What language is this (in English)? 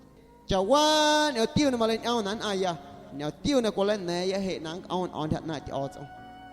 Guerrero Amuzgo